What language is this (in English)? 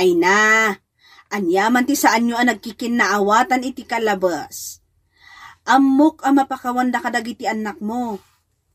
Iloko